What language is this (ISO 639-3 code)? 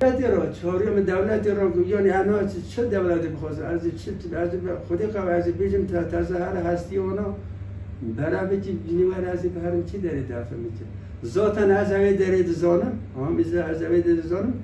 kur